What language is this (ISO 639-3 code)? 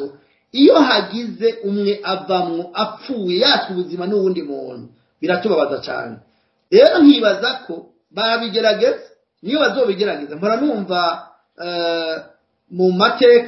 run